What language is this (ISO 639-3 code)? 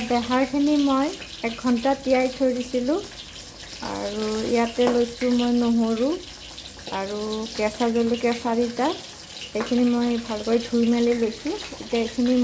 asm